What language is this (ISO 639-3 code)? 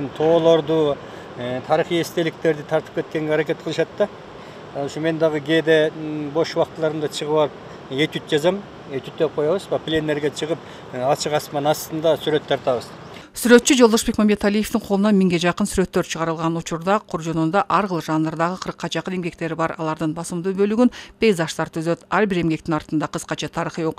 kir